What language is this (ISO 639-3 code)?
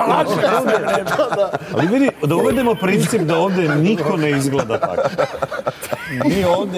srp